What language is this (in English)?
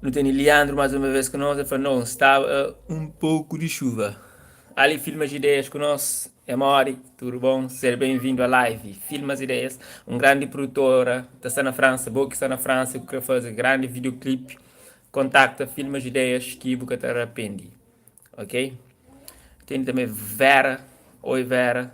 Kabuverdianu